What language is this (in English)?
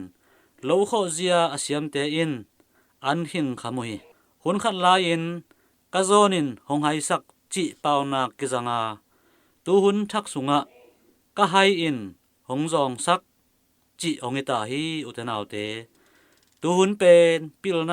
Tedim Chin